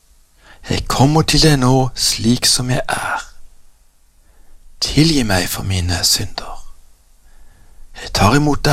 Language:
Norwegian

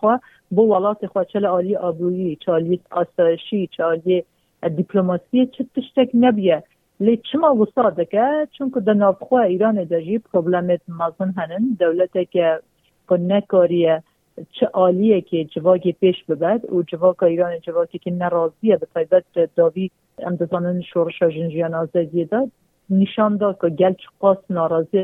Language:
Kurdish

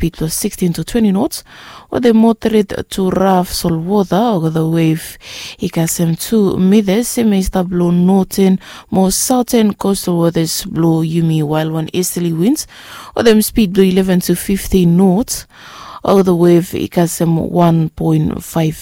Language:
Bislama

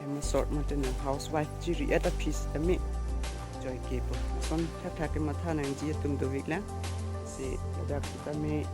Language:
Karbi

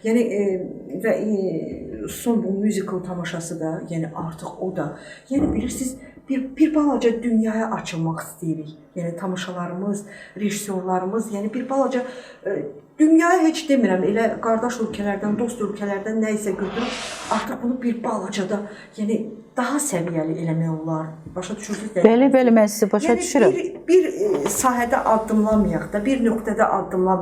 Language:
Azerbaijani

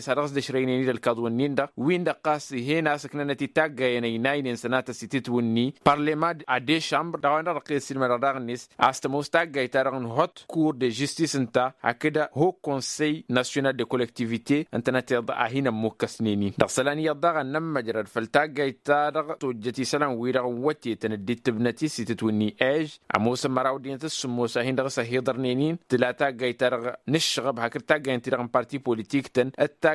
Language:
Tamasheq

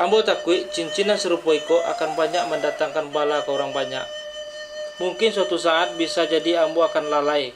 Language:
Minangkabau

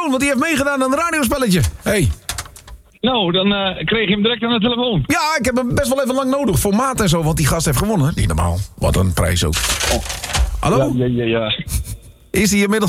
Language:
Dutch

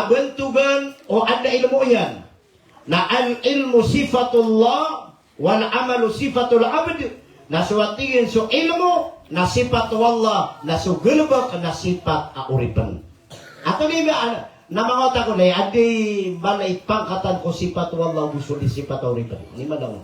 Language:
Maranao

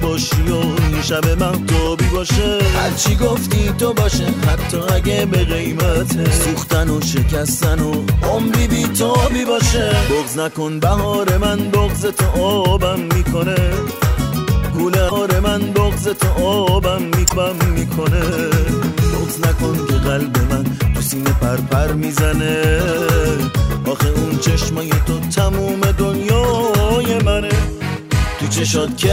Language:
Persian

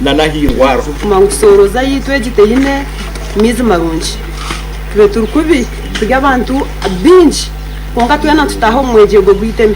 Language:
Nyankole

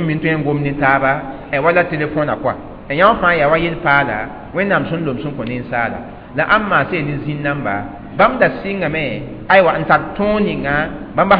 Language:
Mossi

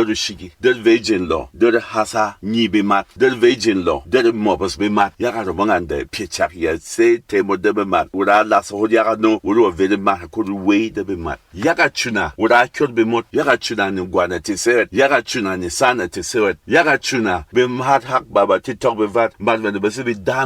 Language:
Berom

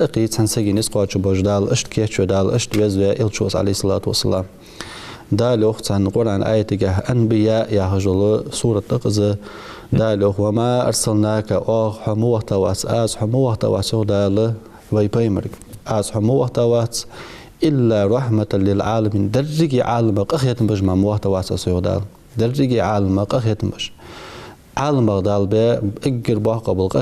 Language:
Ingush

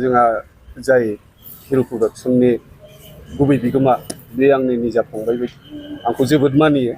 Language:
Bodo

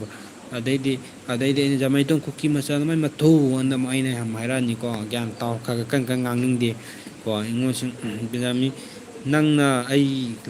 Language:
Manipuri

